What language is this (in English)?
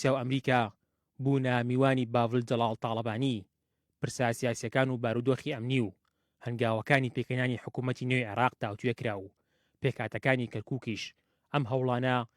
Central Kurdish